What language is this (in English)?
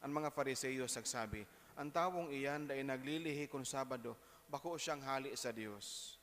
Bikol